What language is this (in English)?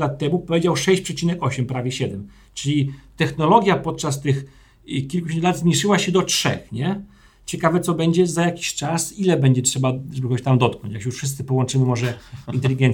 Polish